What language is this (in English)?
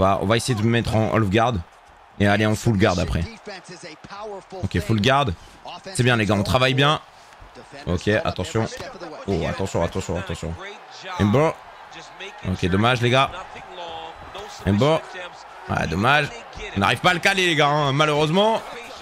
French